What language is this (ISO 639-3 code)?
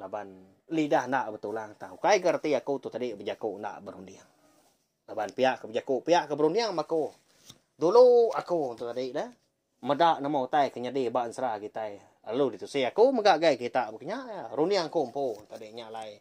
iba